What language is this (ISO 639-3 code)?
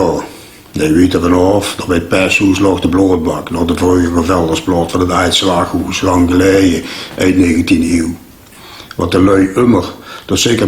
lim